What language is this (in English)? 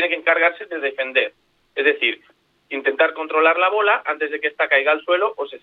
Spanish